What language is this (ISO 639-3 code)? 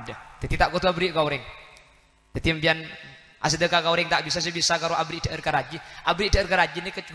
mad